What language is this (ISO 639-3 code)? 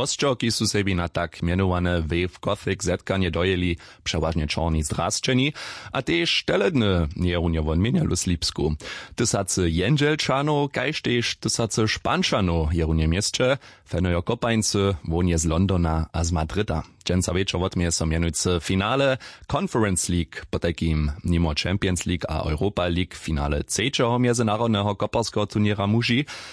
hsb